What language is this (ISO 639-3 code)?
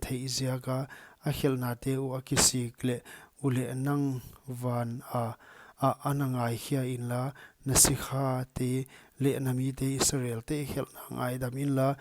pck